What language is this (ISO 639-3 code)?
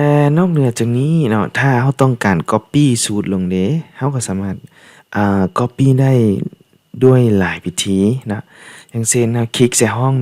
lao